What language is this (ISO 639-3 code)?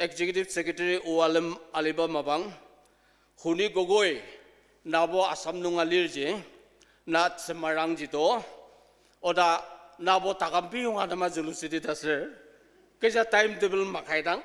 njo